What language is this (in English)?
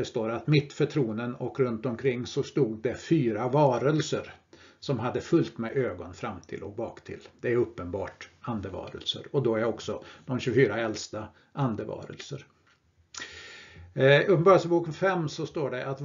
Swedish